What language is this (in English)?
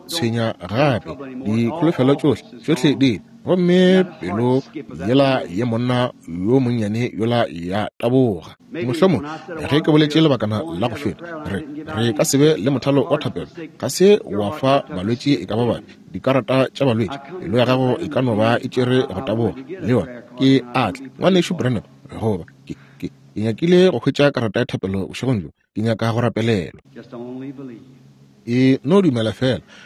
Northern Sotho